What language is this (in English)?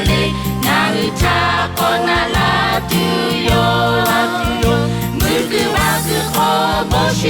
Lahu